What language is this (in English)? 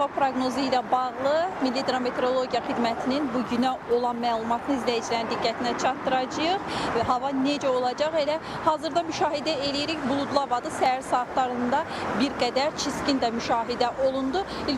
Azerbaijani